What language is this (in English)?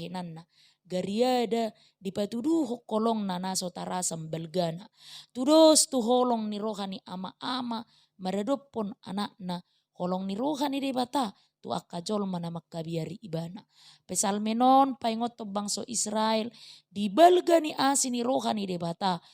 Batak Toba